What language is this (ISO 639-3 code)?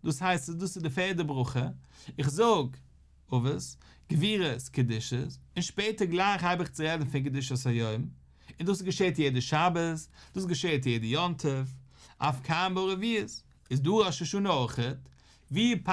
yid